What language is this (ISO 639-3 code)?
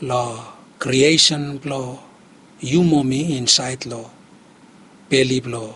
bis